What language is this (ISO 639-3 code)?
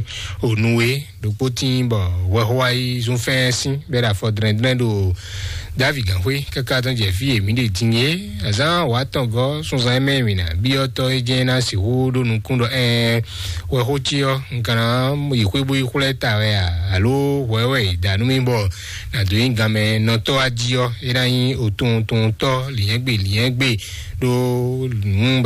fon